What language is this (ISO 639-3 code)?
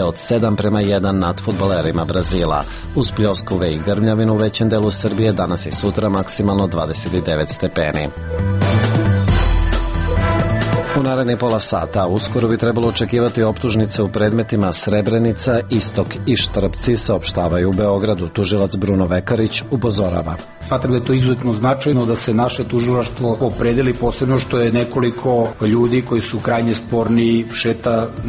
srp